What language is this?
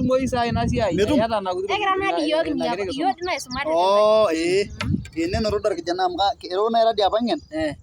Masai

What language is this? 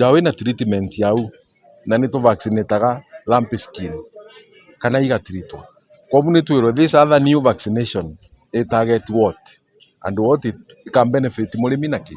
Meru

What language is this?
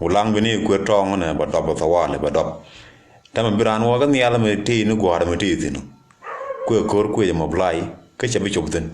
Nuer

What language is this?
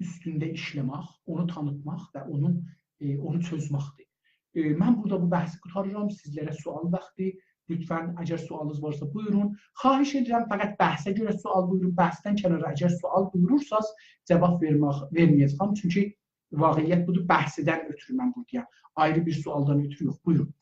South Azerbaijani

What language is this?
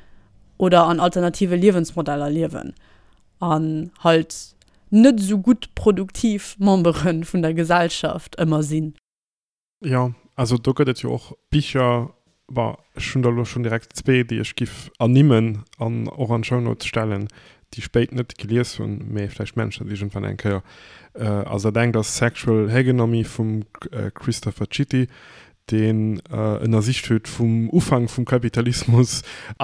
Luxembourgish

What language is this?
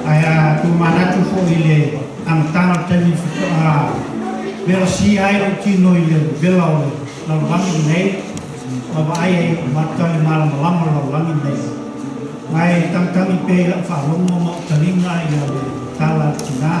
Samoan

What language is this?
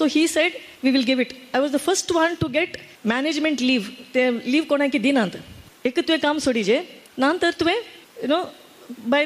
Konkani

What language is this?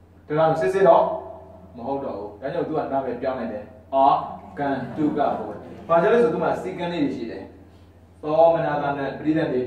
Burmese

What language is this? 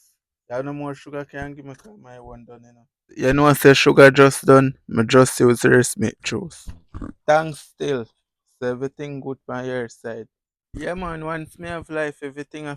Jamaican Creole English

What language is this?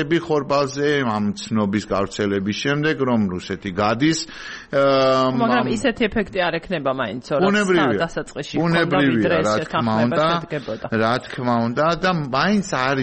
Georgian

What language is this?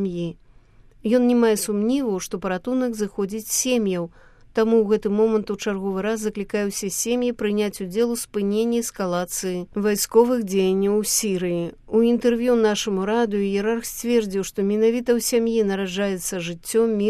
Belarusian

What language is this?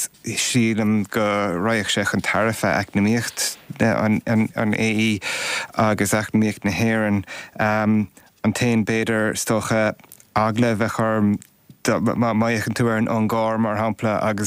Irish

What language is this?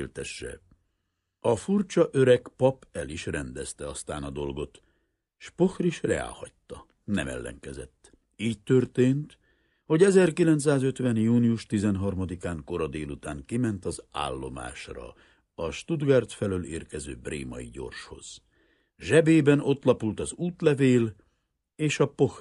Hungarian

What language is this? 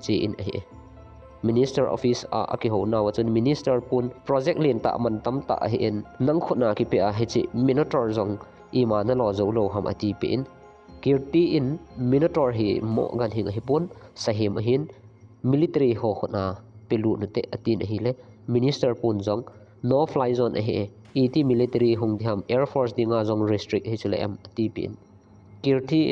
Thado Chin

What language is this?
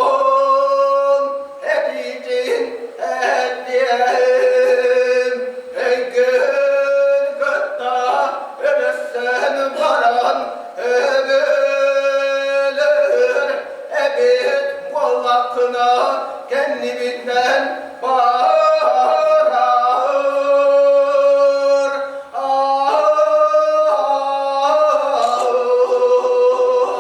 Yakut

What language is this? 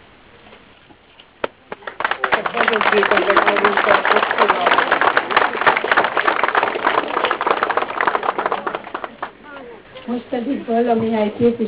Hungarian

